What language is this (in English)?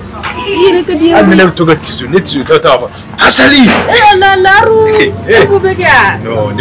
Bambara